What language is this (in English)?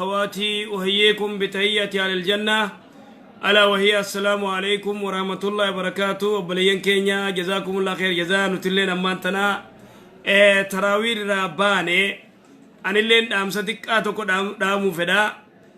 Oromo